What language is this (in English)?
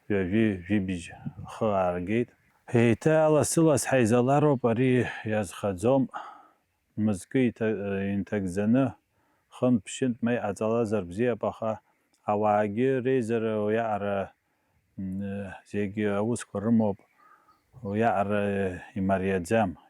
Abkhazian